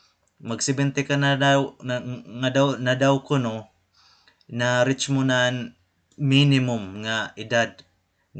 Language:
Waray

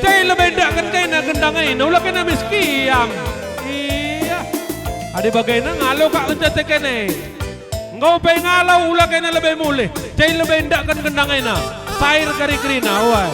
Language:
Batak Karo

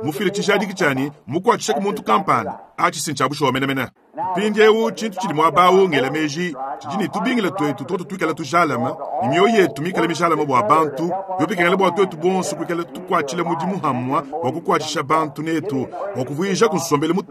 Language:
Luba-Lulua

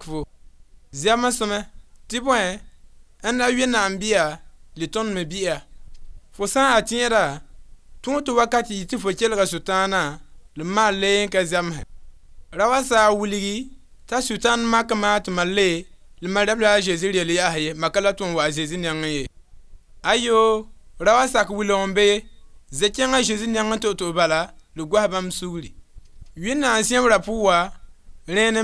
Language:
Mossi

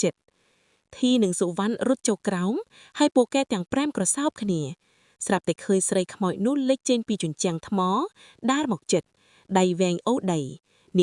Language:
Khmer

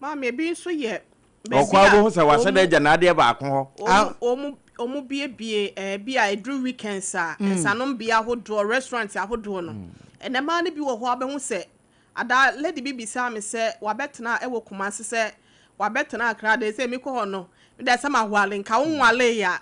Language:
Akan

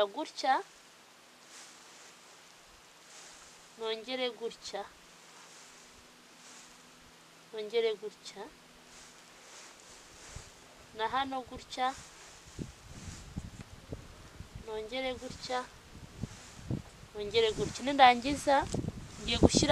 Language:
Kinyarwanda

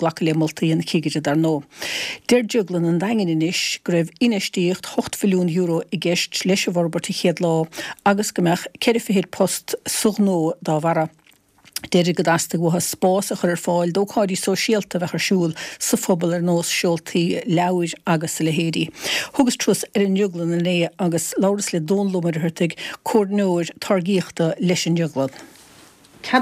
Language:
Irish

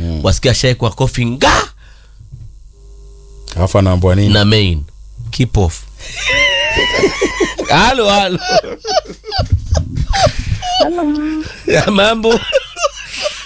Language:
Swahili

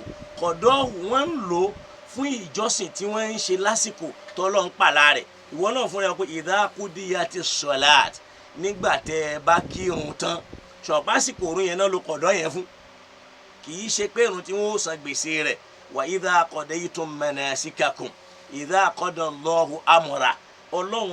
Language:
Yoruba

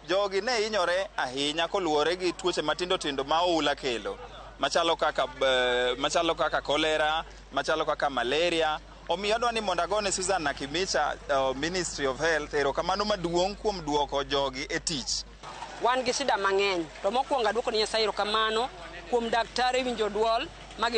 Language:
Luo (Kenya and Tanzania)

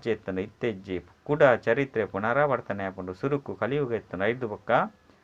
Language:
Tulu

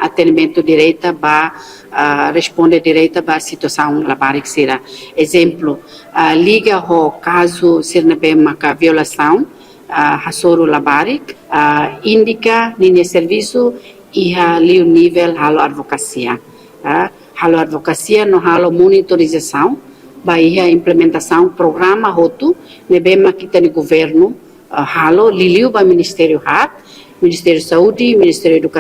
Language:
Tetum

